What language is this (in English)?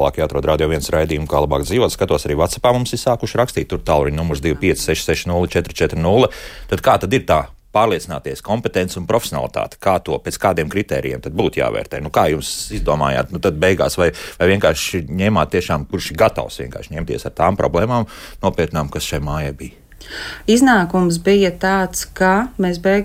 Latvian